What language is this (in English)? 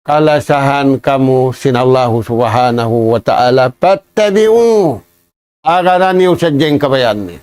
Tausug